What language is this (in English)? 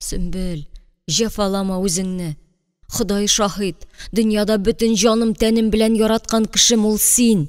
Tatar